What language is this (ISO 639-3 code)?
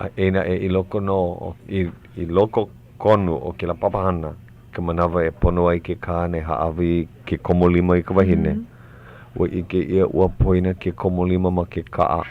haw